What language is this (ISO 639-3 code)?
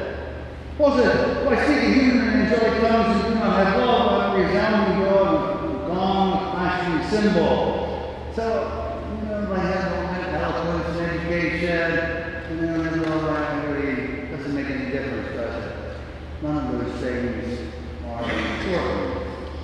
eng